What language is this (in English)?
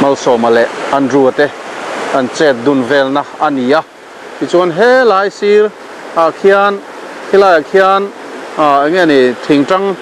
Mizo